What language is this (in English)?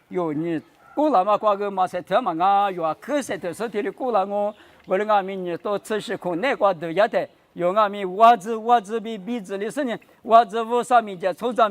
Lisu